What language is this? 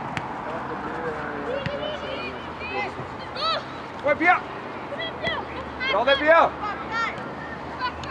Norwegian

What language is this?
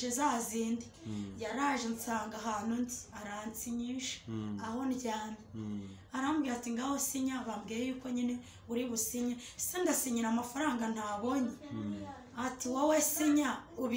Kinyarwanda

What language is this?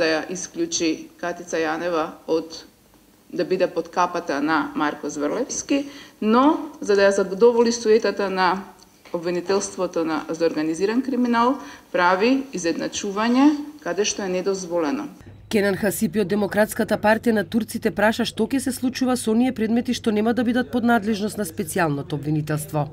Macedonian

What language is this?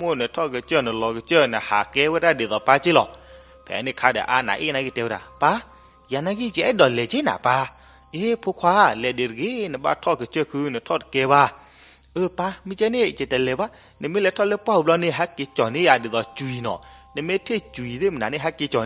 S'gaw Karen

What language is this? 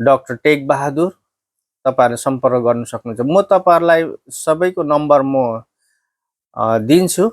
Nepali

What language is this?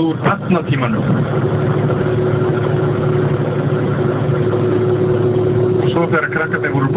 Icelandic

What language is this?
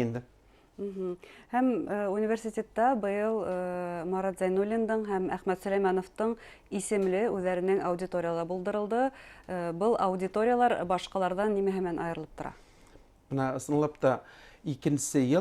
Bashkir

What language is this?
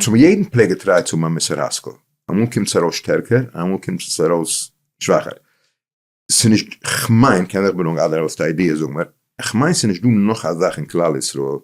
Yiddish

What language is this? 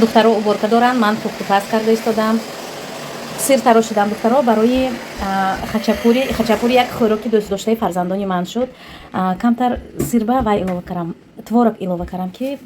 Tajik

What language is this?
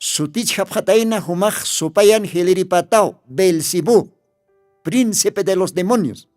Aymara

